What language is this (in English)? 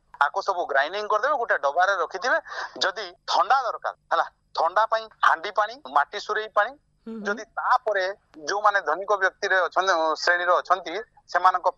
Odia